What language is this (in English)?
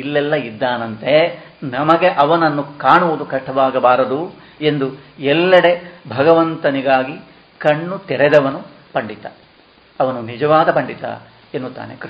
Kannada